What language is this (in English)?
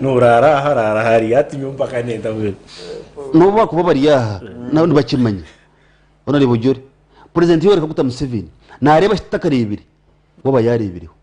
Nyankole